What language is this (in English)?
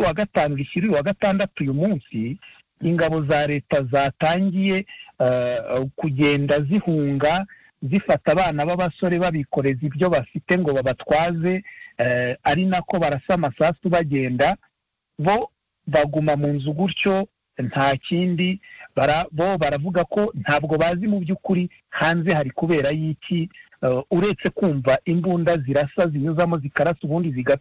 Kinyarwanda